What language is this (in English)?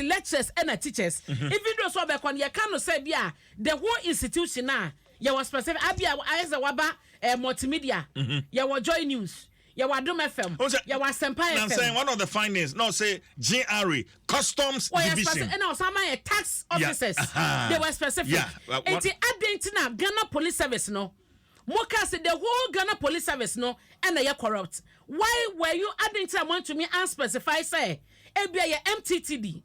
Akan